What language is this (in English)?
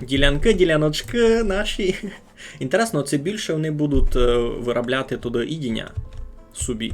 Rusyn